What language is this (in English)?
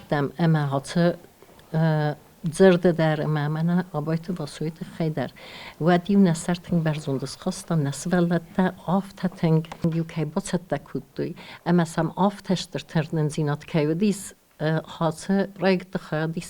Ossetic